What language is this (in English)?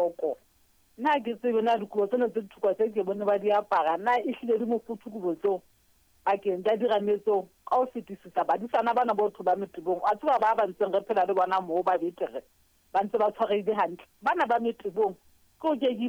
Southern Sotho